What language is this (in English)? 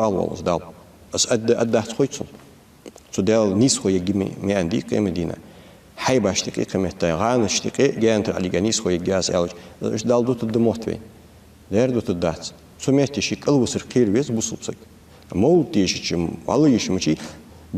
Ingush